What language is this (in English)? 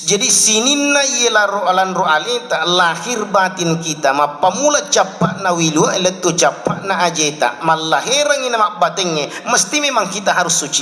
Buginese